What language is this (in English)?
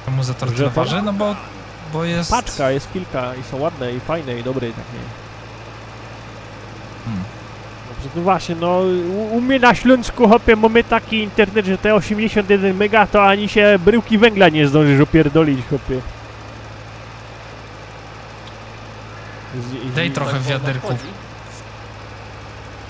Polish